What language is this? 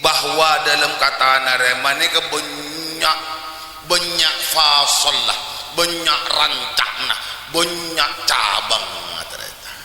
Madurese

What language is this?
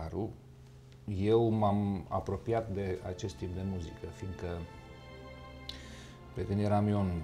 Romanian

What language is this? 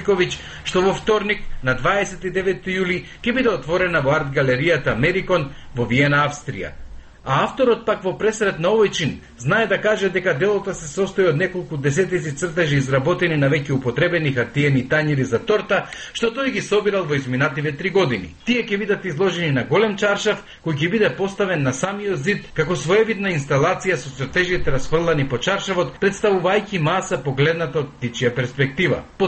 Macedonian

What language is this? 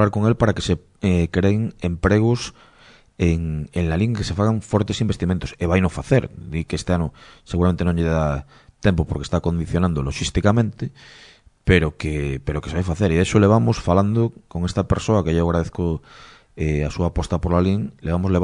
Galician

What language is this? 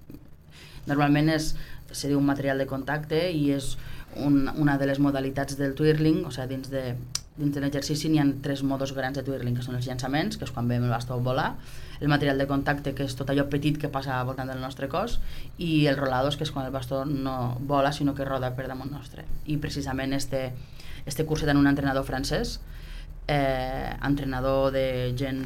Catalan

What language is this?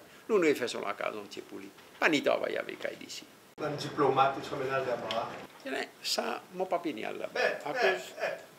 Seselwa Creole French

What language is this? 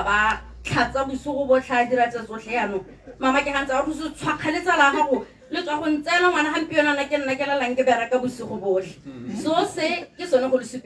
Tswana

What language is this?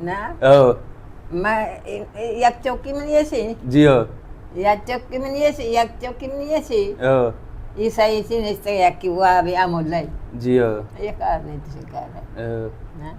Baluchi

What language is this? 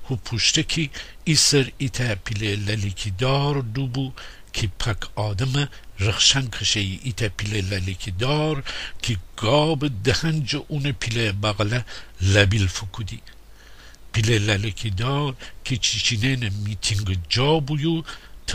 Gilaki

